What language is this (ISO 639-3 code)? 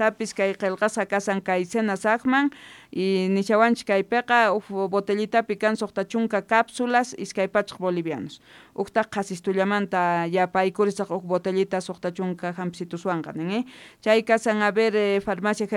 quh